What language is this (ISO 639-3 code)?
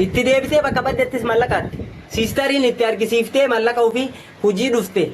orm